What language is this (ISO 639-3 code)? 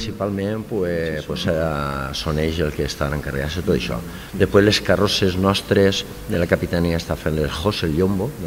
cat